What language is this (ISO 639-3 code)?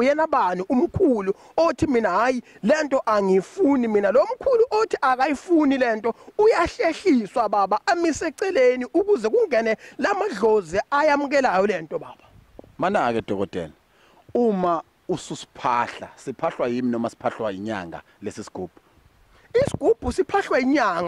zul